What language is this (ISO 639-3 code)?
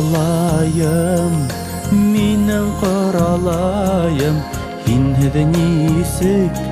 bak